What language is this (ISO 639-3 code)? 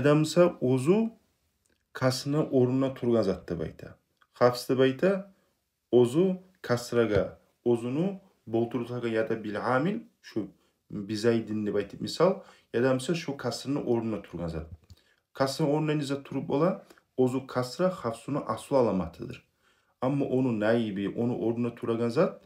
kum